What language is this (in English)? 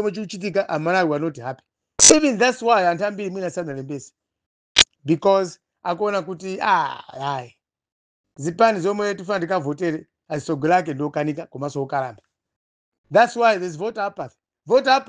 Nyanja